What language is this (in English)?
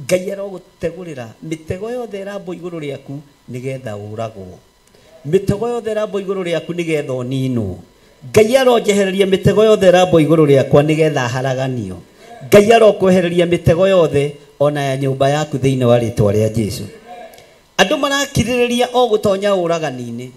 Kikuyu